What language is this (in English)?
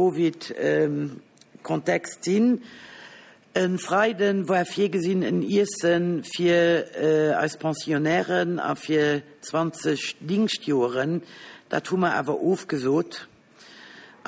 Luxembourgish